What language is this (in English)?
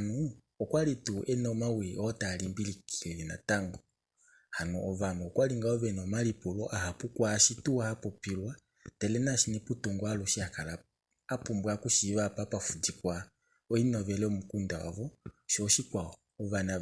Kuanyama